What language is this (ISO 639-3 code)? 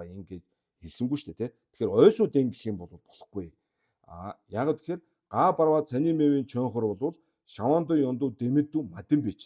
mon